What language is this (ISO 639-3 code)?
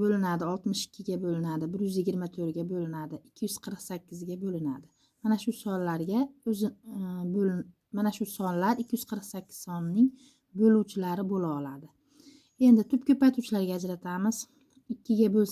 uzb